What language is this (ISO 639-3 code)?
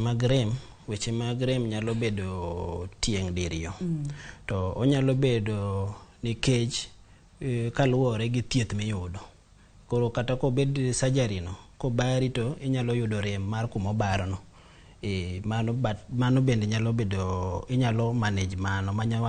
luo